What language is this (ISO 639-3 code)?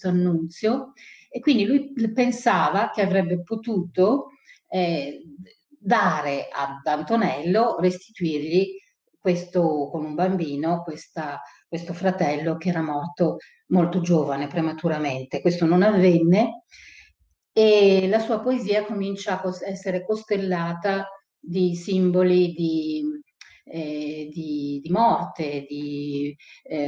ita